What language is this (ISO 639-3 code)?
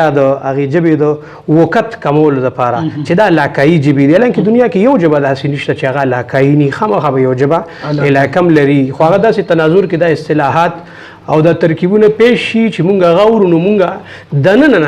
pus